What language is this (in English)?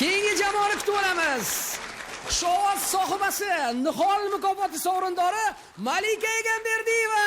Uzbek